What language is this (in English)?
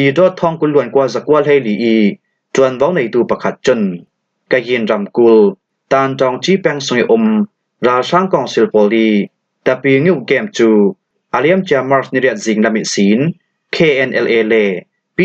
Falam Chin